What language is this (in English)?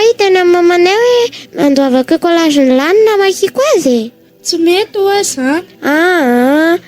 Malagasy